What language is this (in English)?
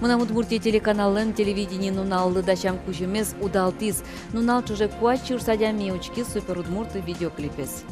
Udmurt